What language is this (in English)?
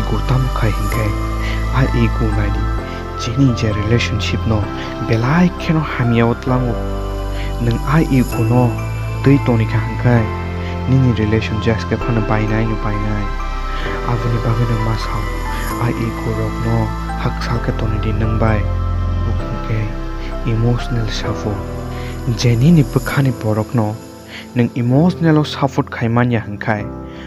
Kok Borok